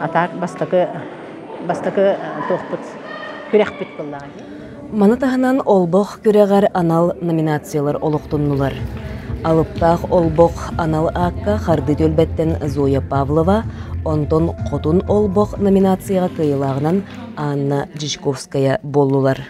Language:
Yakut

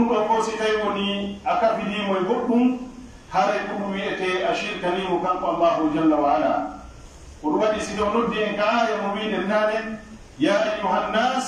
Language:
Pular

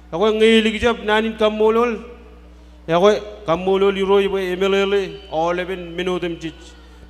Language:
Marshallese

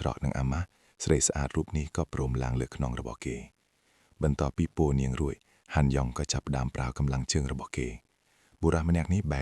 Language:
Khmer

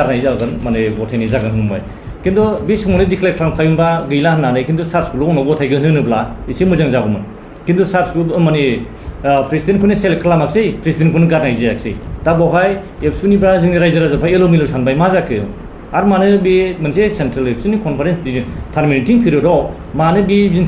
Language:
Bodo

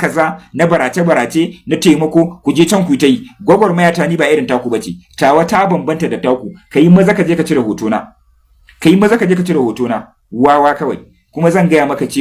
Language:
Hausa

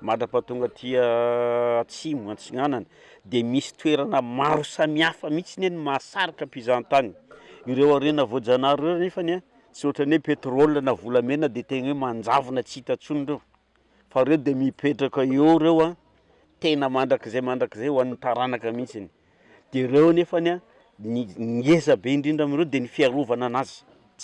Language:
Malagasy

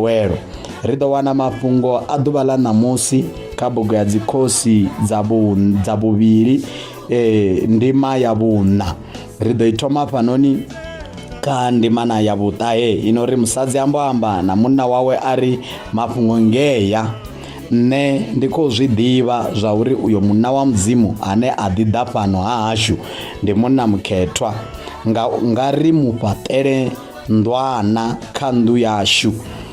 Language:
Venda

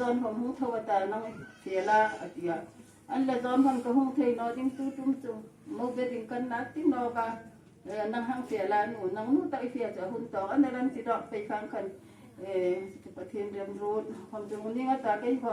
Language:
Hmar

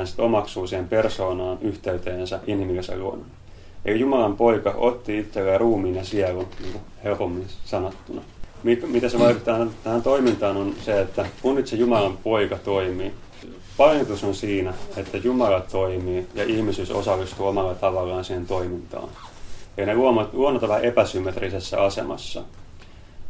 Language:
Finnish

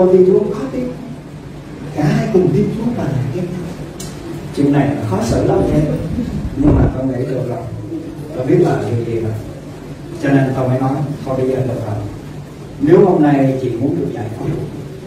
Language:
Vietnamese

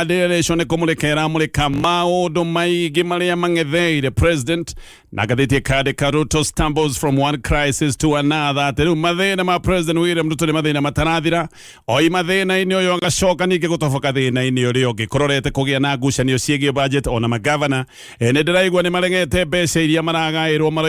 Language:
Kikuyu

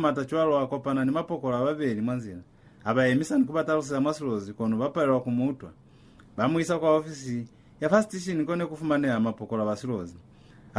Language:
Lozi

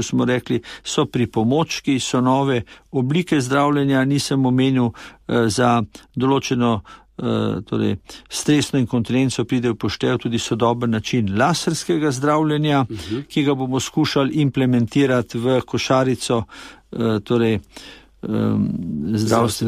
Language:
Slovenian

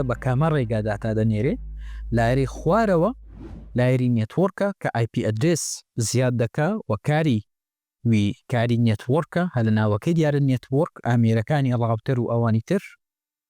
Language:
Central Kurdish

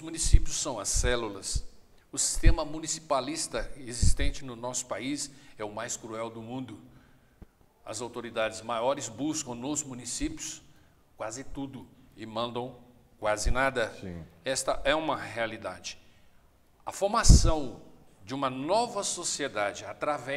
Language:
Portuguese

